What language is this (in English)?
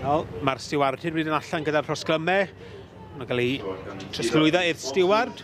Welsh